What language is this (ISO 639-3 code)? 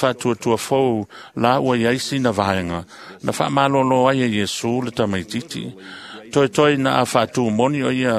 smo